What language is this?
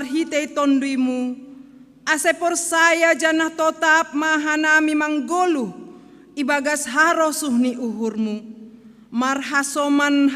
Batak Simalungun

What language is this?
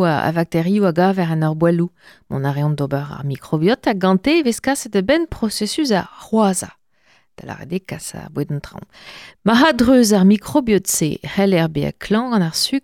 Breton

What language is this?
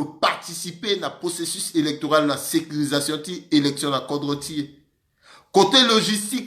Sango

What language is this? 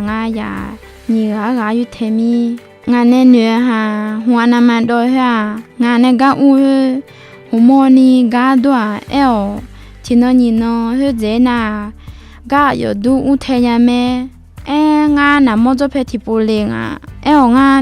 Akha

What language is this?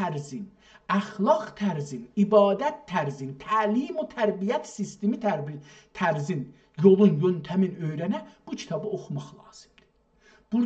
South Azerbaijani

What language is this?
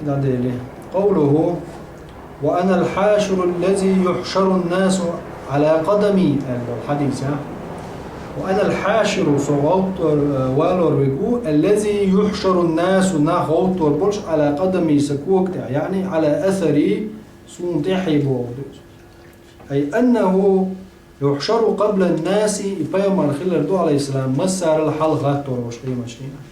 Chechen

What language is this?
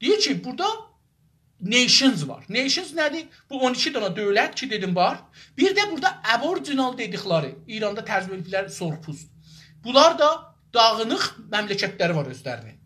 South Azerbaijani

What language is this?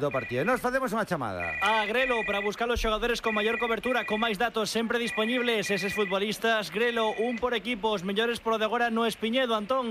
Galician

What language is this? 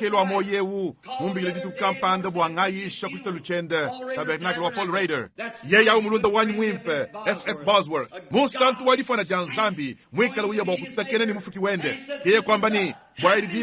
Luba-Lulua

